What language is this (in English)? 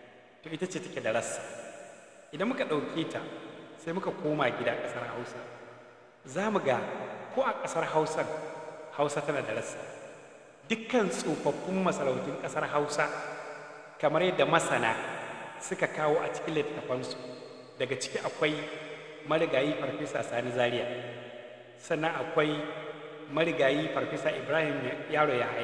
Hausa